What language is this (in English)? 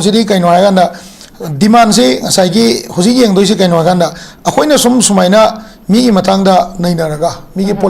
Manipuri